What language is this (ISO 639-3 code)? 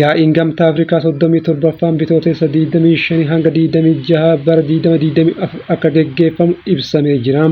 orm